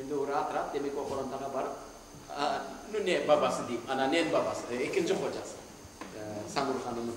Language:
Crimean Tatar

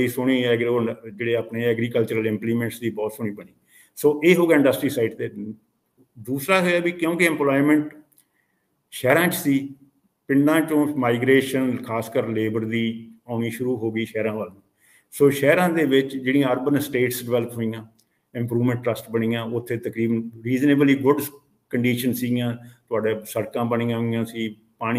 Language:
Punjabi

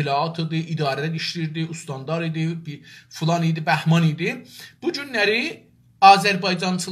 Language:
South Azerbaijani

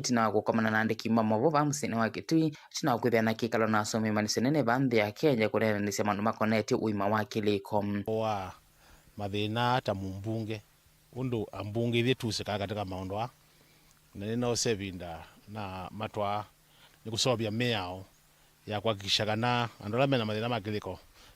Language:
Kamba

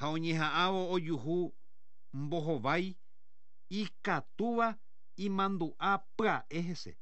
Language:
Guarani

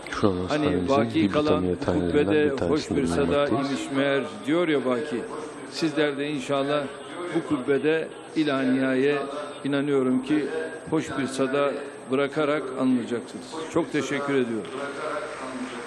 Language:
Turkish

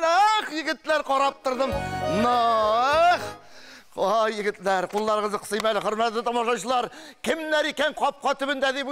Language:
Tatar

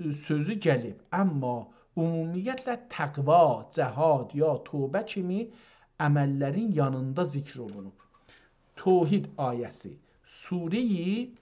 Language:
South Azerbaijani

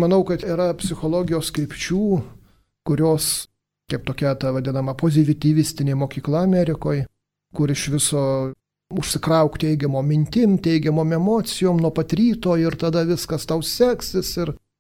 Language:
Lithuanian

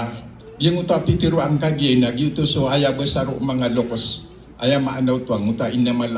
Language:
Maranao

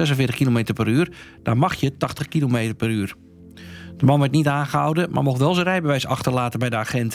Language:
Dutch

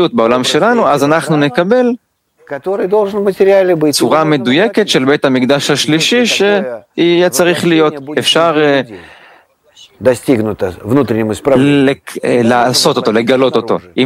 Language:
Hebrew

